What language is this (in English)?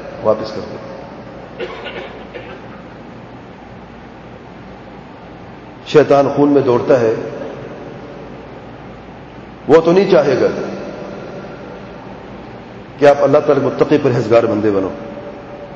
Urdu